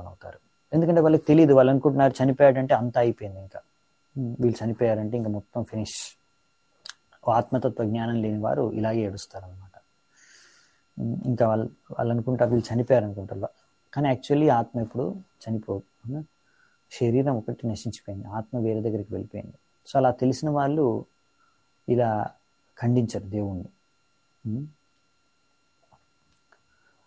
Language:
Telugu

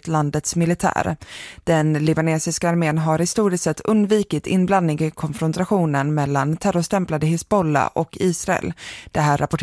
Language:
Swedish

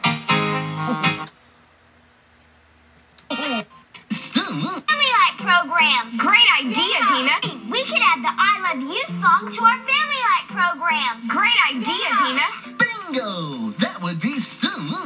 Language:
English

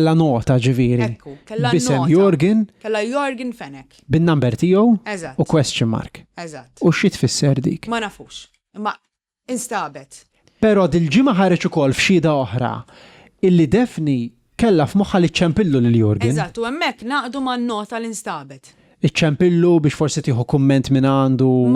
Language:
Maltese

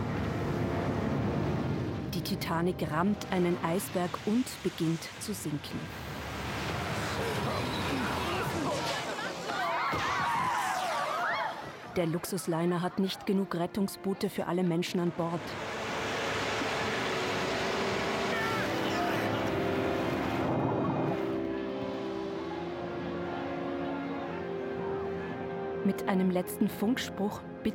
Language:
German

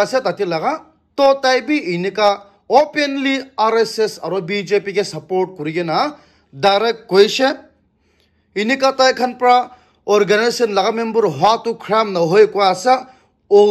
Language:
Naga Pidgin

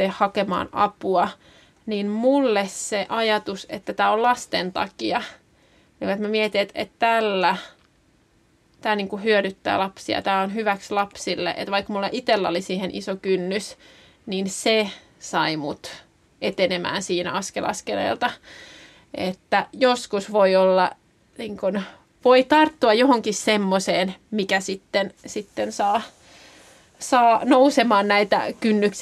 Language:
Finnish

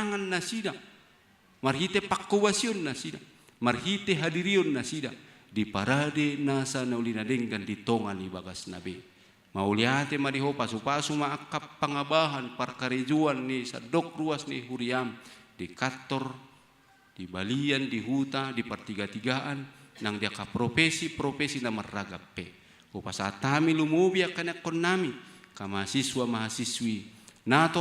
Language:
Batak Toba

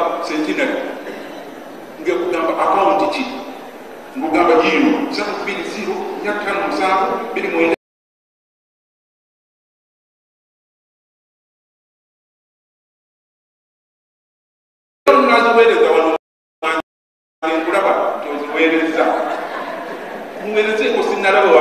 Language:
Ganda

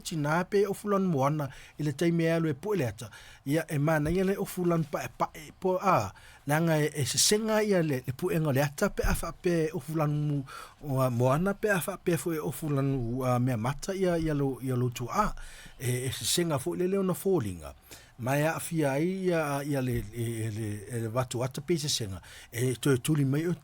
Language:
Samoan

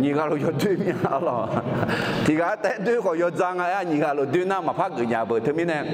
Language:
Akha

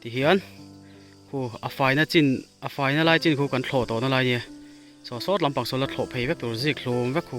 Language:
Mizo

